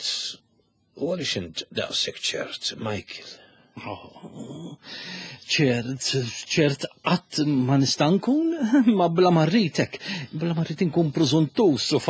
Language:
Maltese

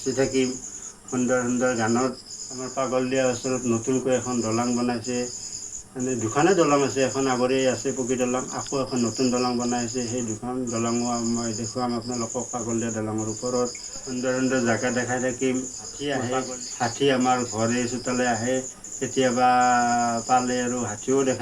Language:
Assamese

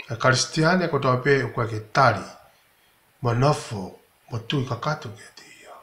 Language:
Tongan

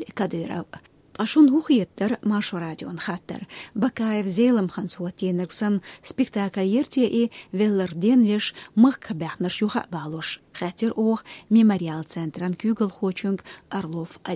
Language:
Chechen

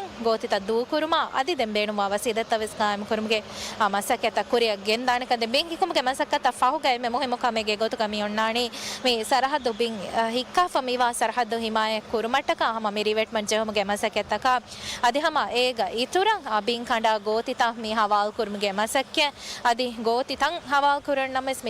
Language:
Divehi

